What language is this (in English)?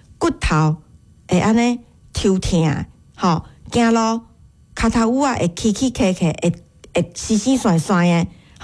Min Nan Chinese